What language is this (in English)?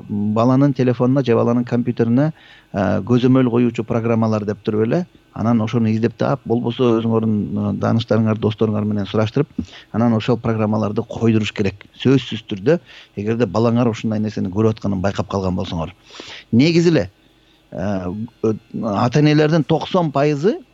Kyrgyz